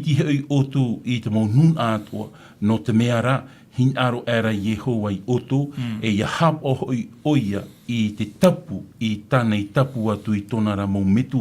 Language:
Tahitian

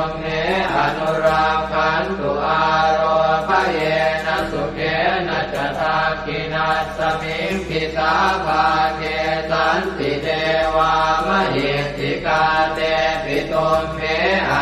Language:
Pali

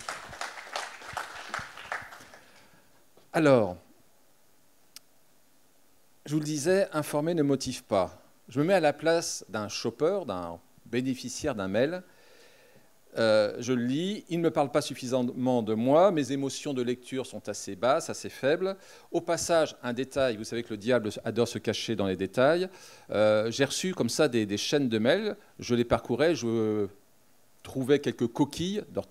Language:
French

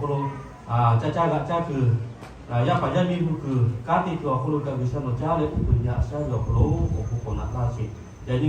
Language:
Lahu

